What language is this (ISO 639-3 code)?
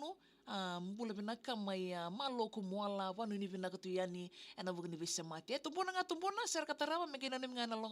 fij